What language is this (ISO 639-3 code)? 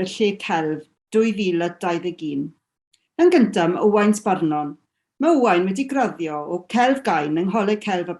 cym